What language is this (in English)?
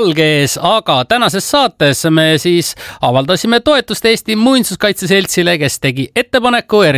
Estonian